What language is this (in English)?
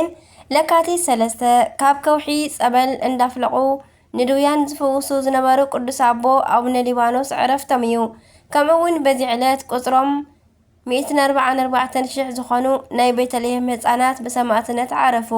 Tigrinya